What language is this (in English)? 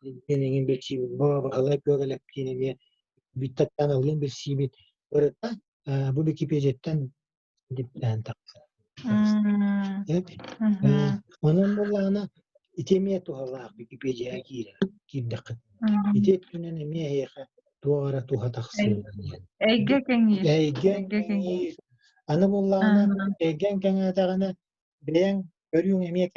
Yakut